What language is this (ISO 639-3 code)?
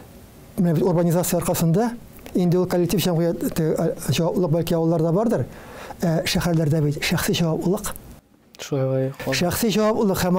tat